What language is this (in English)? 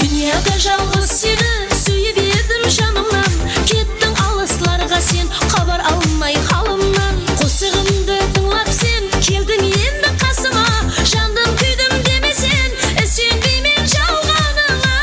Kara-Kalpak